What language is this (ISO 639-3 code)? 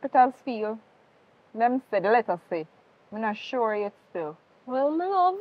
jam